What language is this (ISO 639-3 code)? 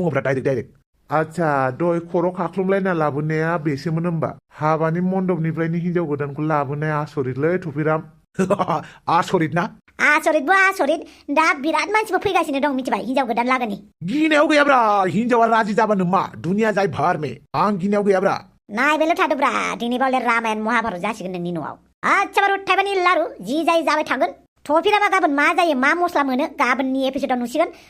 brx